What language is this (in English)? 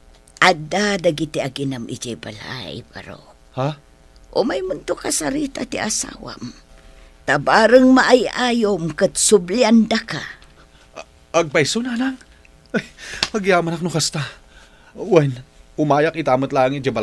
Iloko